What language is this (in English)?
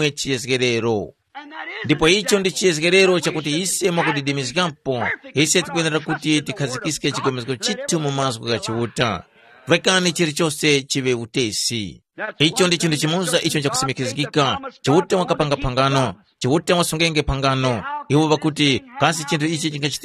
Tumbuka